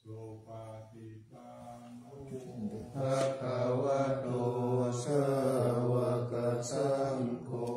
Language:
Pali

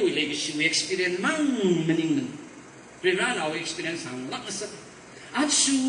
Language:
Tangkhul Naga (India)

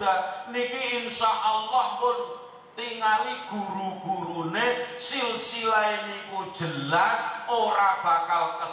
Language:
Javanese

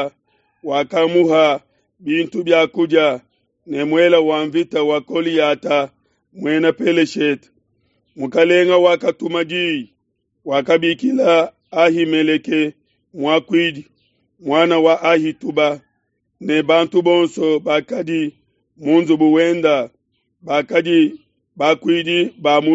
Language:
Luba-Lulua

